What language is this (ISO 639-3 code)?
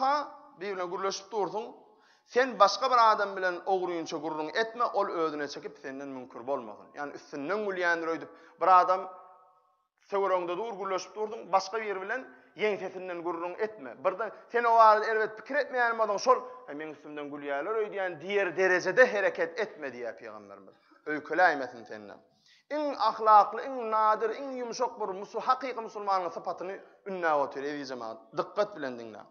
tuk